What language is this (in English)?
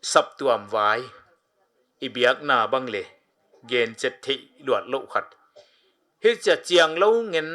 Paite Chin